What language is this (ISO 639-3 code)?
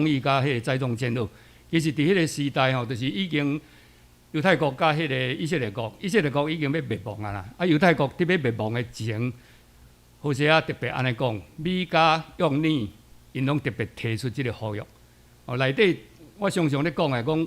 nan